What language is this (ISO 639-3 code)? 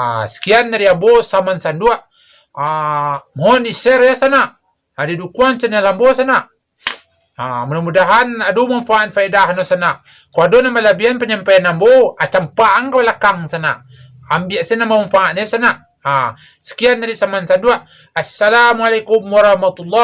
min